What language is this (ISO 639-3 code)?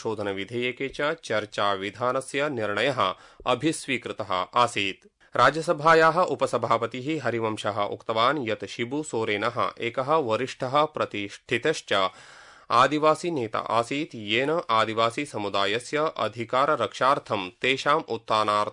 san